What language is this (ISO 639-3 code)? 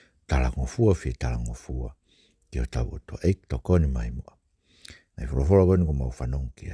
ton